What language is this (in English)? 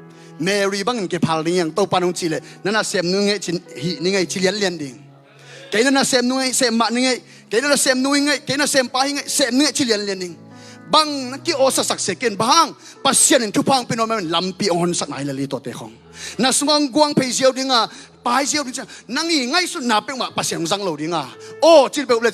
Tedim Chin